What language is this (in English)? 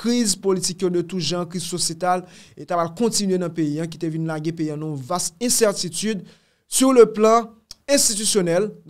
Haitian Creole